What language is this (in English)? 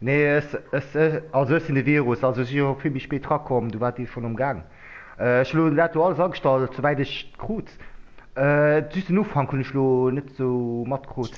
Luxembourgish